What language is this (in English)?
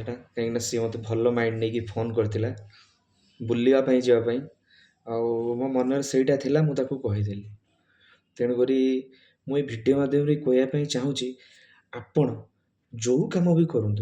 Odia